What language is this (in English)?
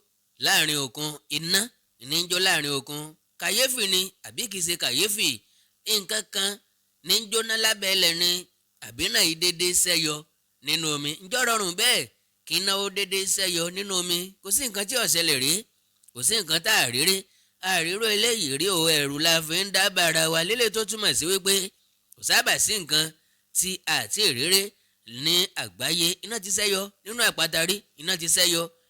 Yoruba